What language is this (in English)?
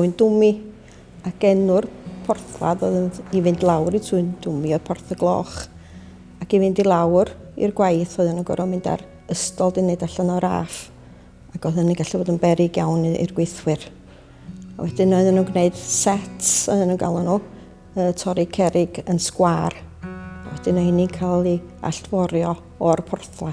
Welsh